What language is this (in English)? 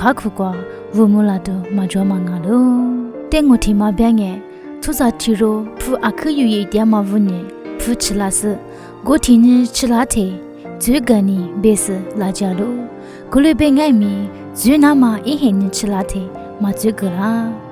Lisu